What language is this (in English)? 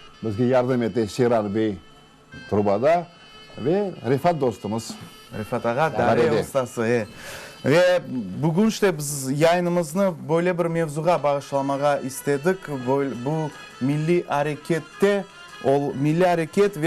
Crimean Tatar